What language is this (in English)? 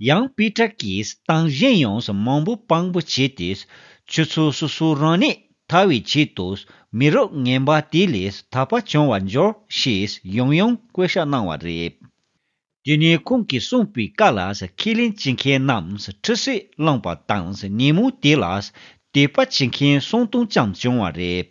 Tibetan